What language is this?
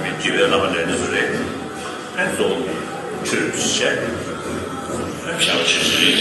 Tibetan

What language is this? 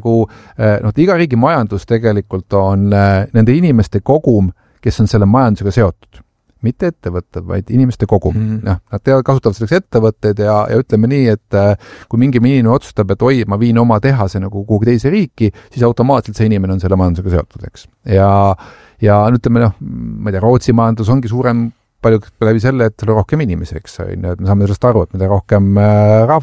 Estonian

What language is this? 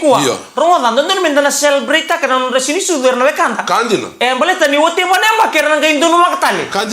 Fijian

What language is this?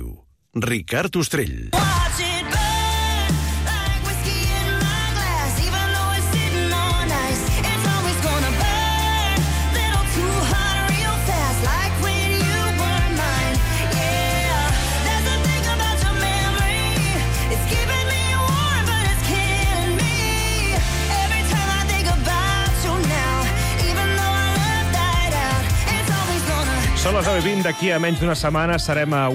Catalan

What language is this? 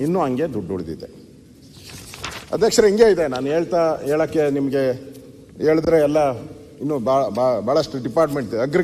Kannada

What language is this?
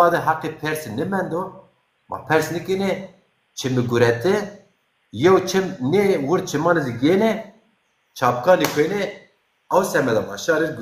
Zaza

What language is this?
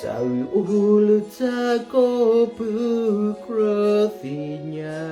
S'gaw Karen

